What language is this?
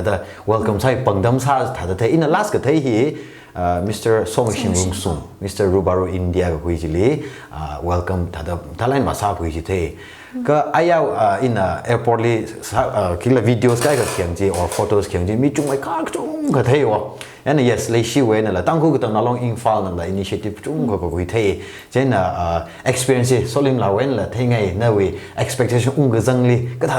Tangkhul Naga (India)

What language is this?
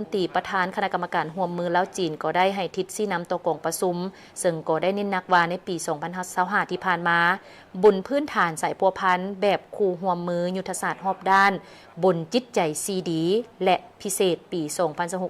Lao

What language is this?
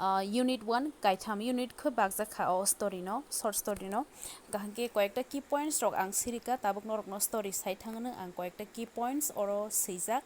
Kok Borok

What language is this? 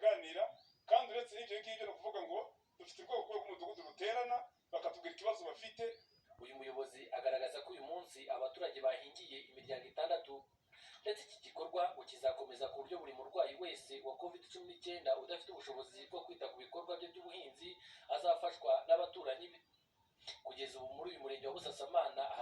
Kinyarwanda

